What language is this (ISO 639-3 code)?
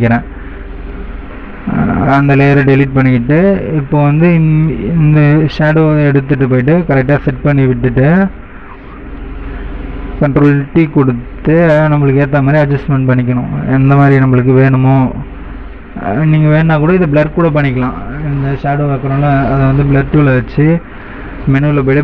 tam